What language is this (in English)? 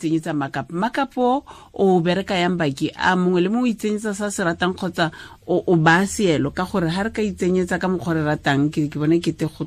Tswana